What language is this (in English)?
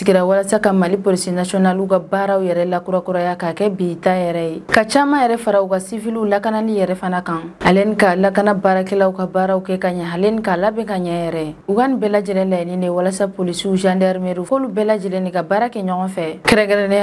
Bambara